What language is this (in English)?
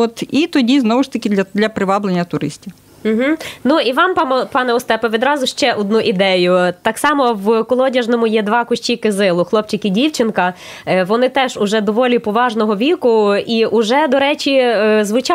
Ukrainian